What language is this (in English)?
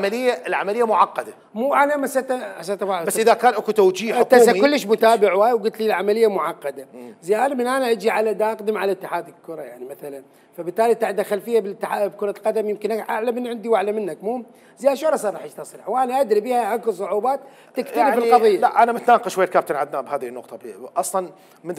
Mesopotamian Arabic